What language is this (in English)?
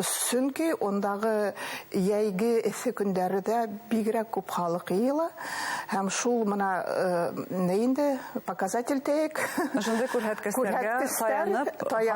Bashkir